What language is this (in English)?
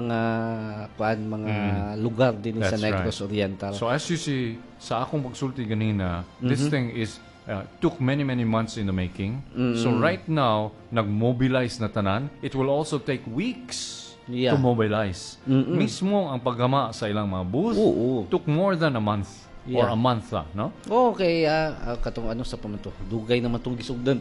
Cebuano